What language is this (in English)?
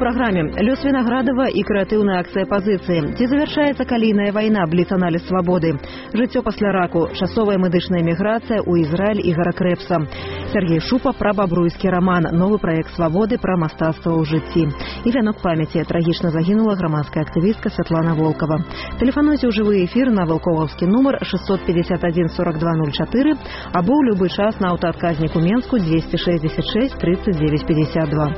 Belarusian